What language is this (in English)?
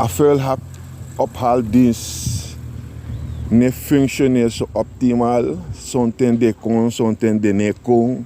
Sranan Tongo